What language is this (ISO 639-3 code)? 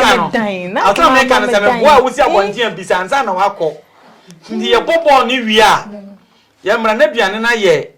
aka